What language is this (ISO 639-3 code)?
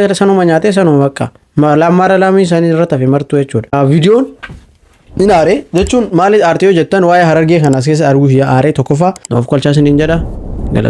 orm